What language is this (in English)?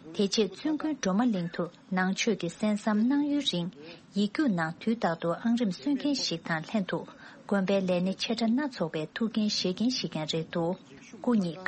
Tibetan